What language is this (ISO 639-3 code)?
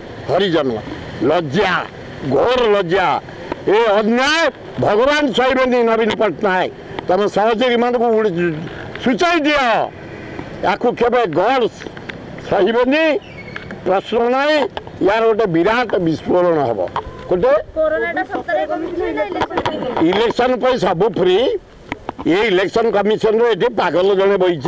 ori